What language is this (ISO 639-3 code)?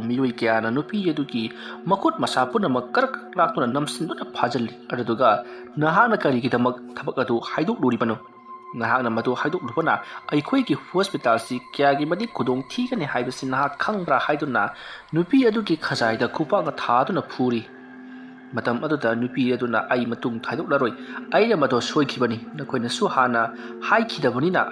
mni